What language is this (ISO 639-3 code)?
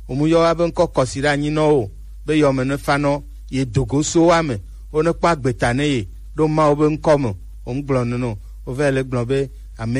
gej